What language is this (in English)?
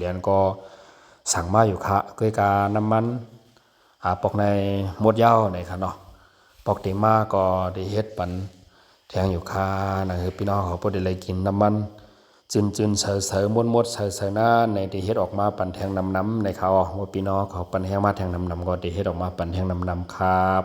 Lao